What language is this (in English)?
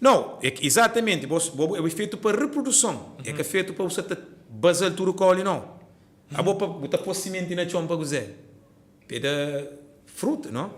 Kabuverdianu